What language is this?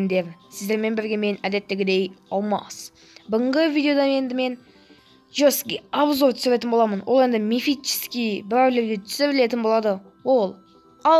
Kazakh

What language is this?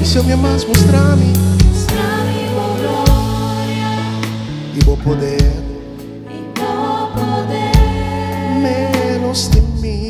Papiamento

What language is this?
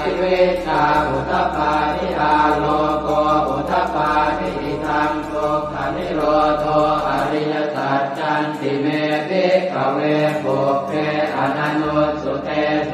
Pali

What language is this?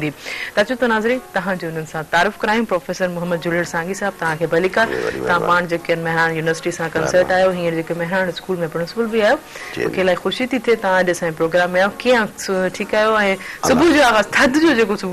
Sindhi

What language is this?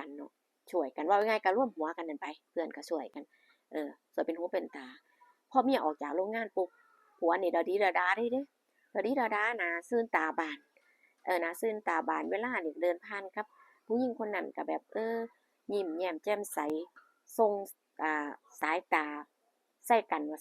Northeastern Thai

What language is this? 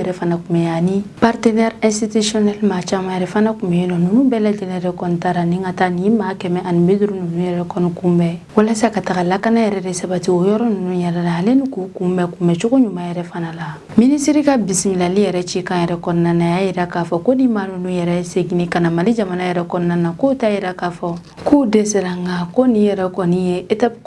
Bambara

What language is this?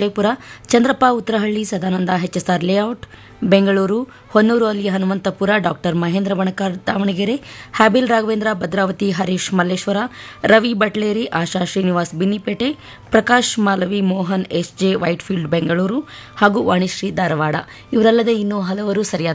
Kannada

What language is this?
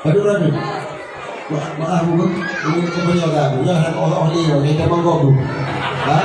Achinese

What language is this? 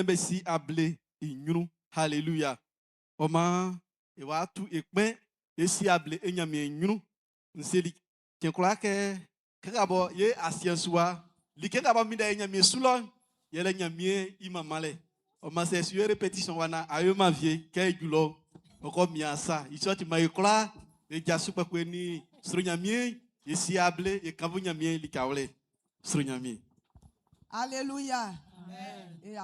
Baoulé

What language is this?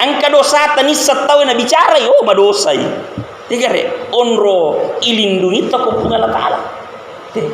Buginese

